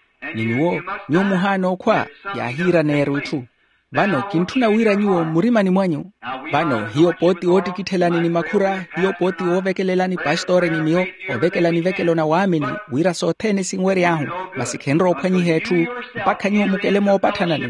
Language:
Makhuwa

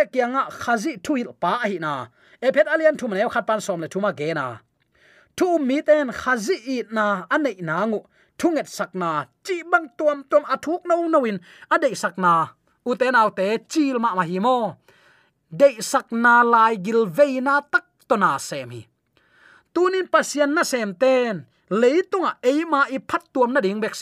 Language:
Tedim Chin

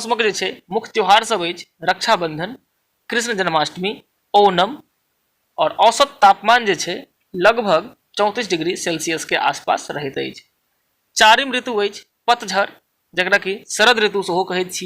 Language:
Maithili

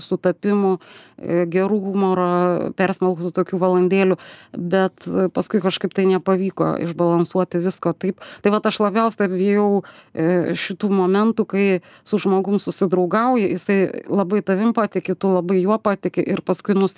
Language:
Lithuanian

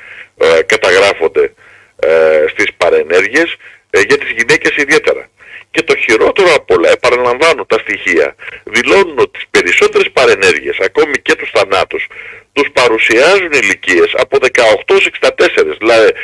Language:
Greek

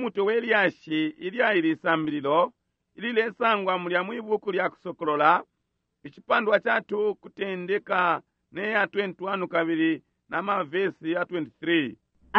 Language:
Bemba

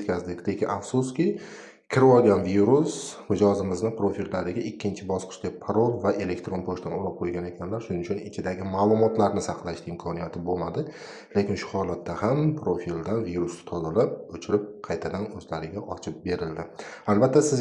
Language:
Uzbek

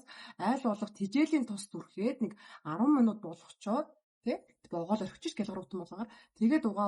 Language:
Mongolian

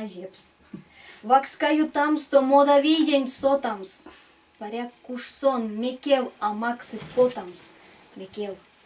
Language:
Erzya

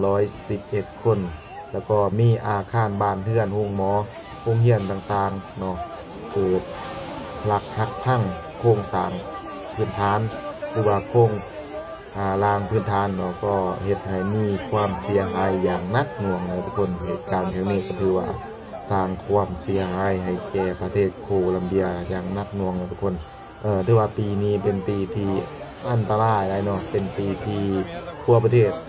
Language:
Lao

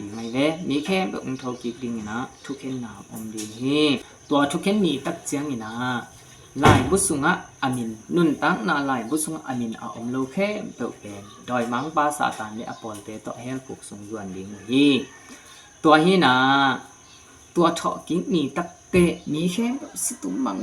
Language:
Tedim Chin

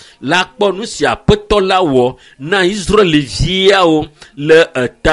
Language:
Ewe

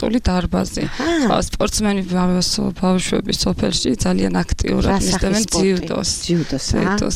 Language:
Georgian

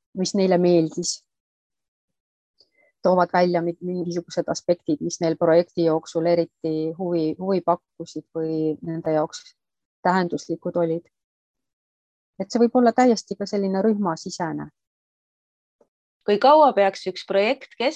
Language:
Estonian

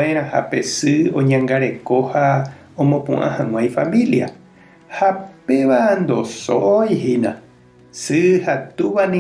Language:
Guarani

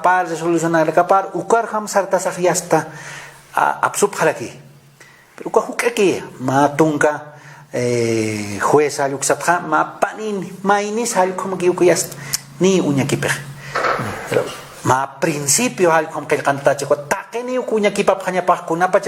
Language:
Aymara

